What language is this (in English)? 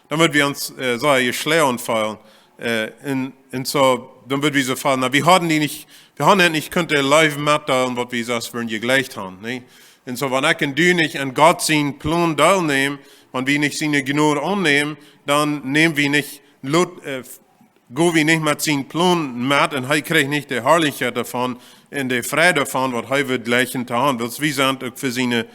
Plautdietsch